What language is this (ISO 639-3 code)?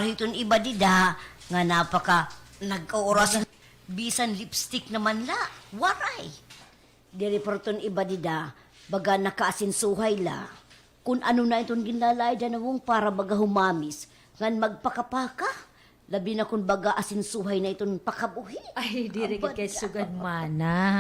war